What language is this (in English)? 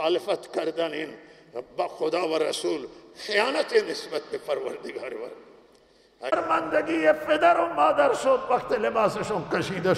Persian